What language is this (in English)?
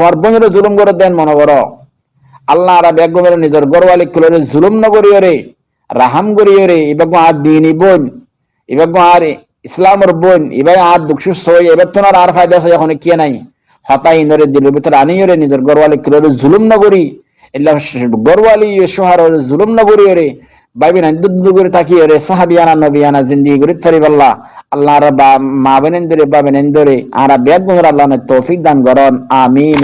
Rohingya